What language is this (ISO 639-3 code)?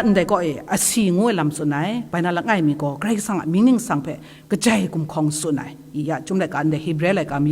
kac